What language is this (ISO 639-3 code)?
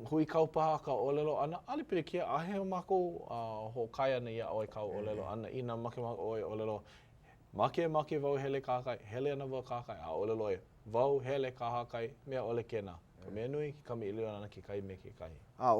haw